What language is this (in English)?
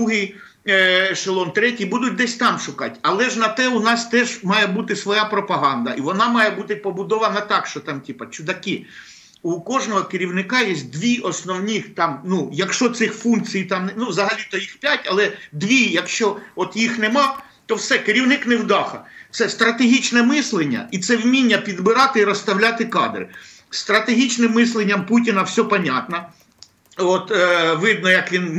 Ukrainian